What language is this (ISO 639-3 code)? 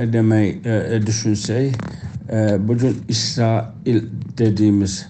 azb